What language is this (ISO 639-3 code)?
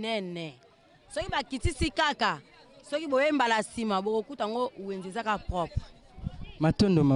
lin